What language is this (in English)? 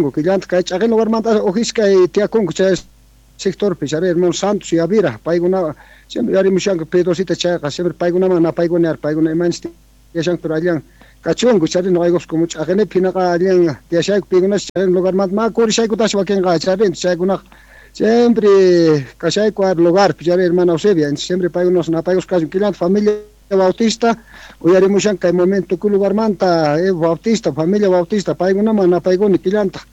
South Bolivian Quechua